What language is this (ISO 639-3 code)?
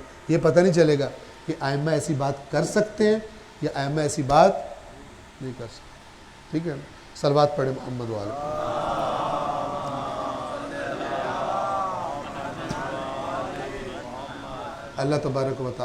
urd